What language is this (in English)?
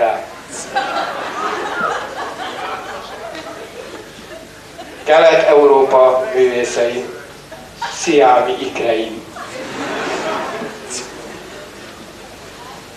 Hungarian